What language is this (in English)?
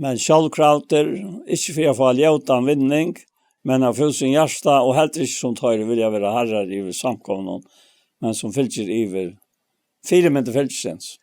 Faroese